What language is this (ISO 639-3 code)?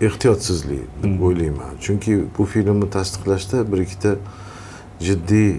uzb